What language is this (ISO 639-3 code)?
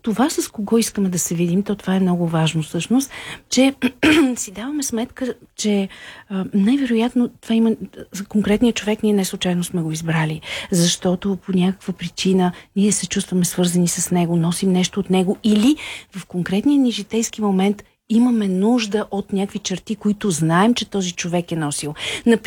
bul